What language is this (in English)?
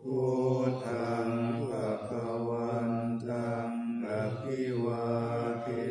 Pali